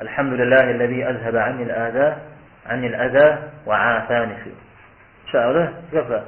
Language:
Kabardian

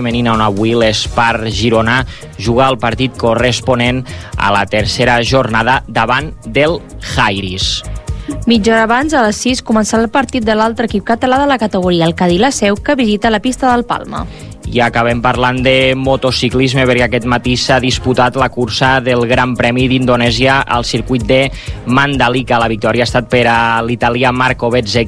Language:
Catalan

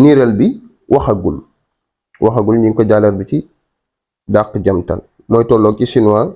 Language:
Wolof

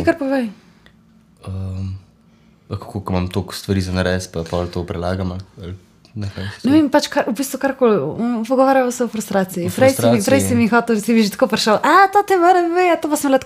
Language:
Slovenian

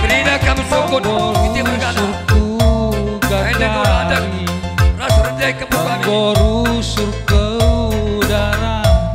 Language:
Batak Karo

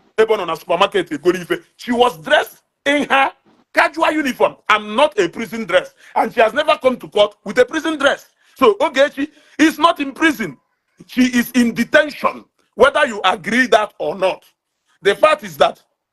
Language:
Igbo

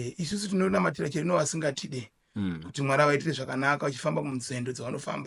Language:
Shona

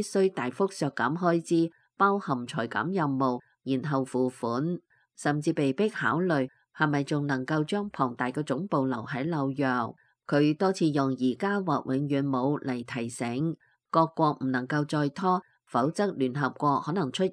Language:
Cantonese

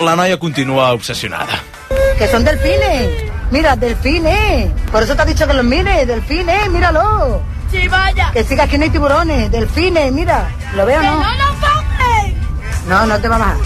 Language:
Catalan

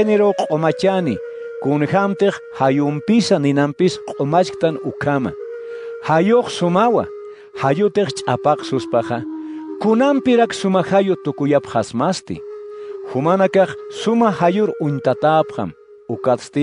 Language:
Aymara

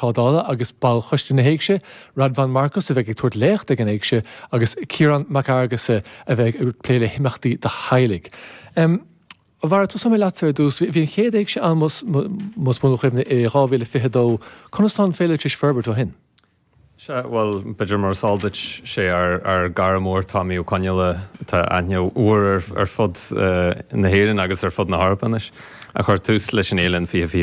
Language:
Irish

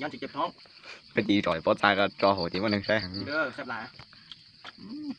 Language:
Lao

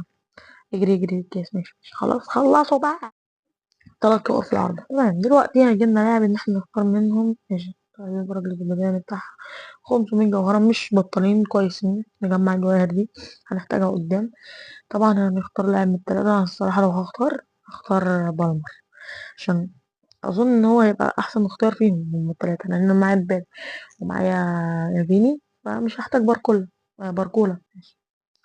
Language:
Egyptian Arabic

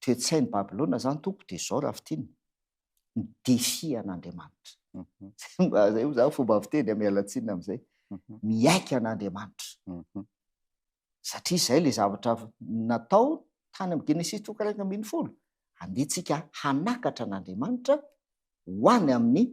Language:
Malagasy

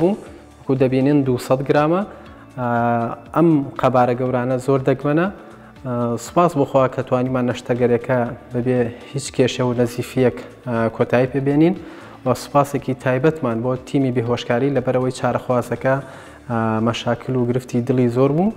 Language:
Central Kurdish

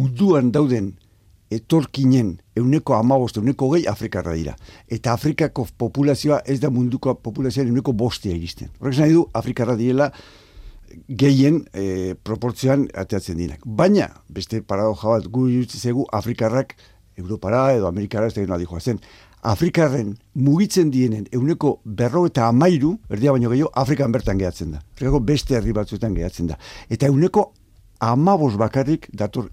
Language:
Basque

